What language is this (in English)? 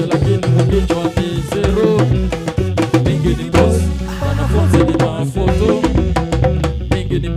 Swahili